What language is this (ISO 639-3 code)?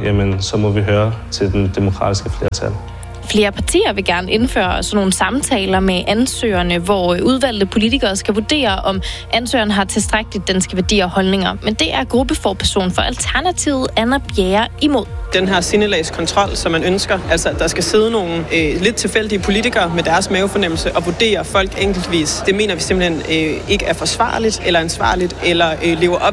dan